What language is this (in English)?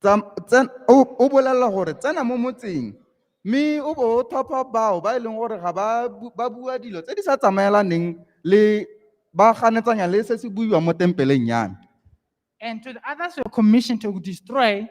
Tswana